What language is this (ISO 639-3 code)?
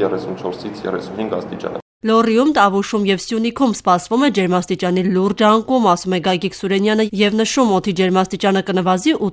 hye